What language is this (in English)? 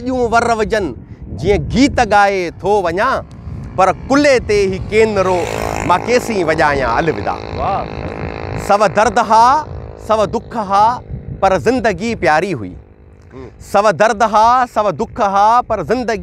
Sindhi